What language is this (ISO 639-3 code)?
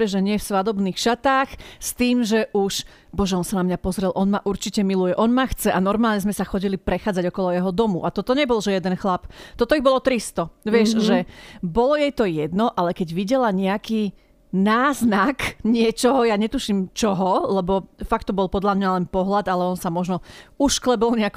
slk